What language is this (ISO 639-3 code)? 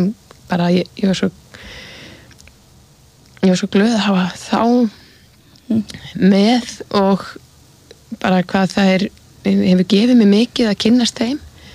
isl